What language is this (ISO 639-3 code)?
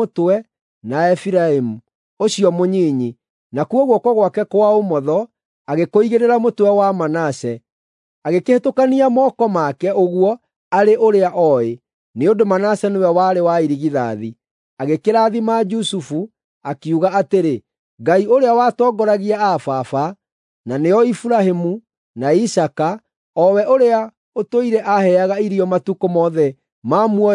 kik